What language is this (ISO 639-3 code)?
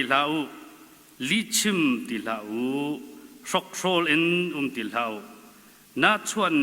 cnh